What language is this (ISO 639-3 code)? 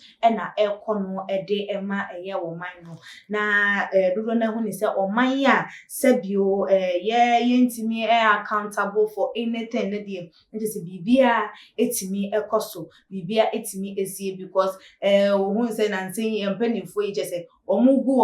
aka